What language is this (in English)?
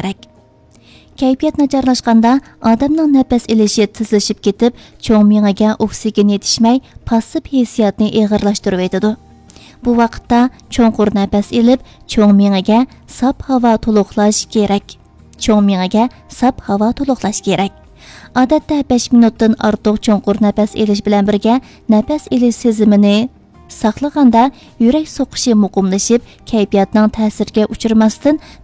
Uyghur